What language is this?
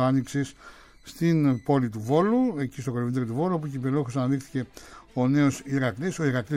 Greek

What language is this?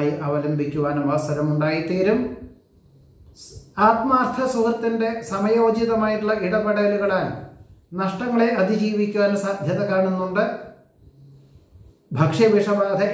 Malayalam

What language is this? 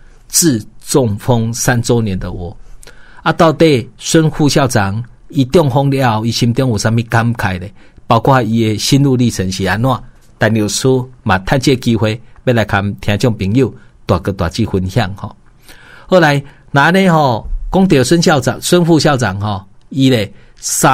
Min Nan Chinese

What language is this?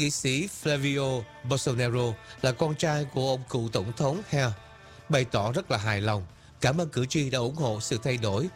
Vietnamese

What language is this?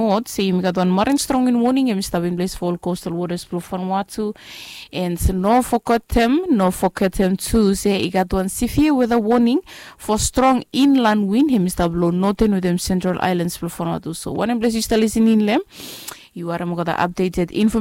Bislama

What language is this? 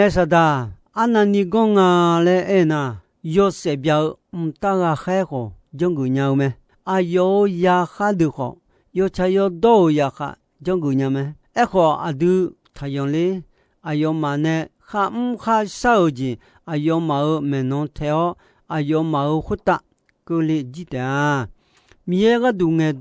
Akha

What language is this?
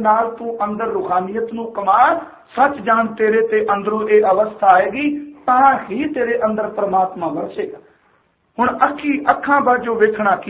Punjabi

